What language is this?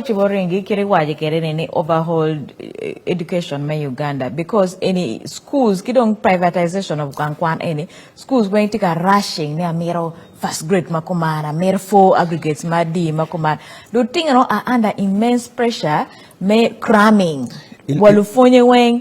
Acoli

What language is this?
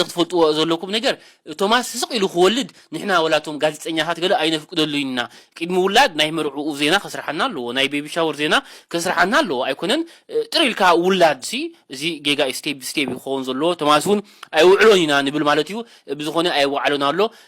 Tigrinya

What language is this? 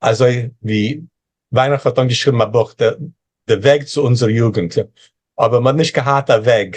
Yiddish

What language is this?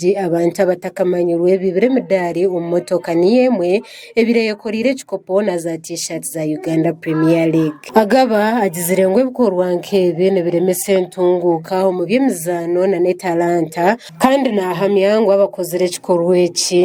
Nyankole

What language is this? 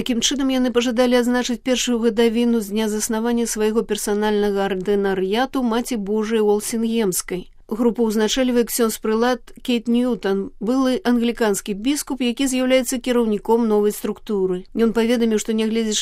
Belarusian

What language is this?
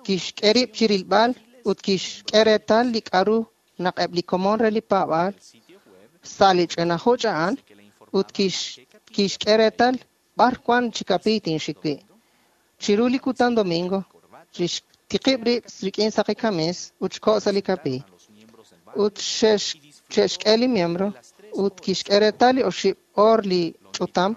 Kekchí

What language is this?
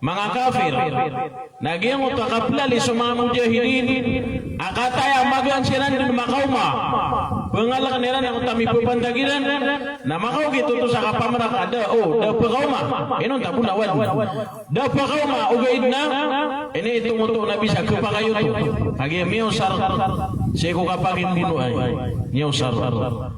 Maranao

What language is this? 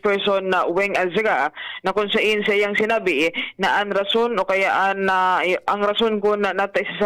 Bikol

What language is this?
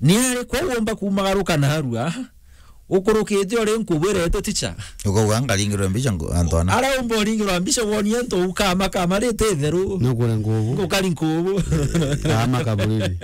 Meru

